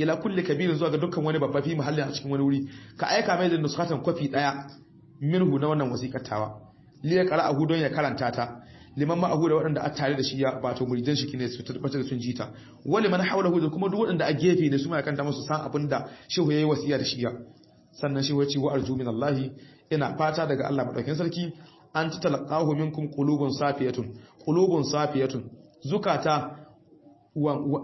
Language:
Hausa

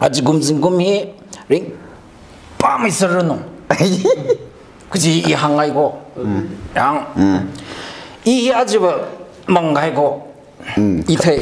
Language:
Tangkhul Naga (India)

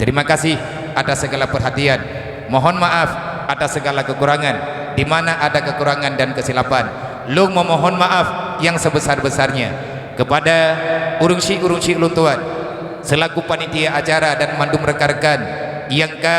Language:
Achinese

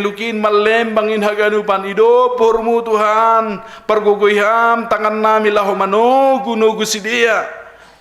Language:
Batak Simalungun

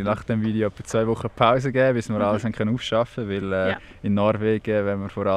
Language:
Swiss German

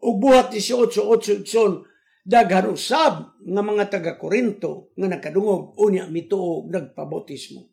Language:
Cebuano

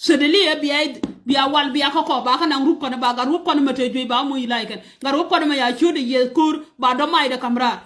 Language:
Nuer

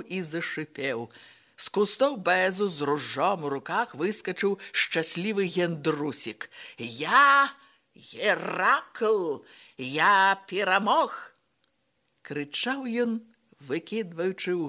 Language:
Belarusian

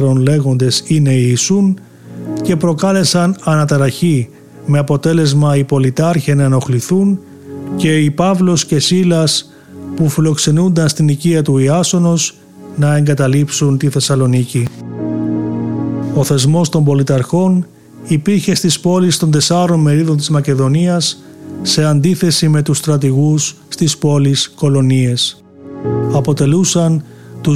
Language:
Greek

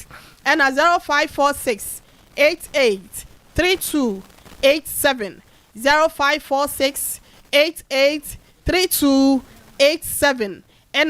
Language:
Akan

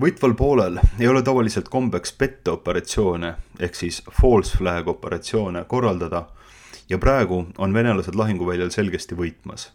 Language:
Estonian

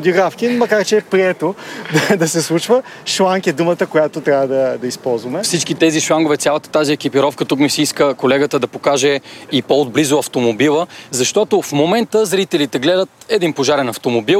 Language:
Bulgarian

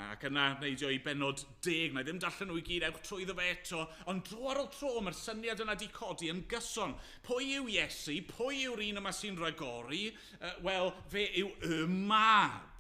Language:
Welsh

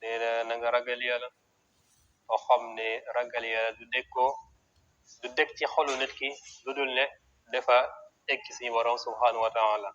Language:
Wolof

